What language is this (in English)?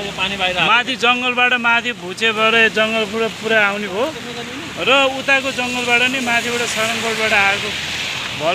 Nepali